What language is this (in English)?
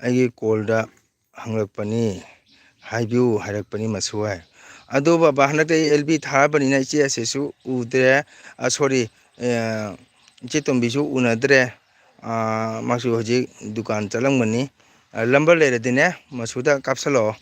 Manipuri